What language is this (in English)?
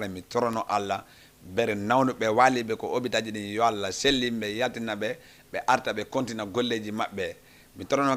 Fula